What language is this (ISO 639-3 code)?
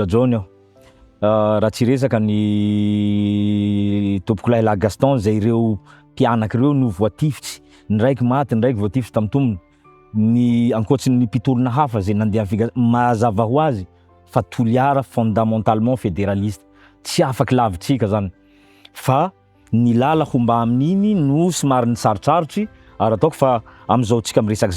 mlg